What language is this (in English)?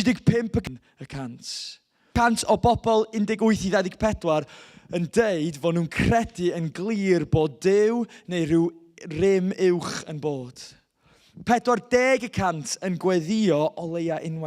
Welsh